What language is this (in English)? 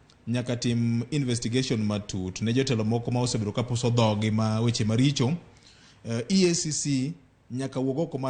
Luo (Kenya and Tanzania)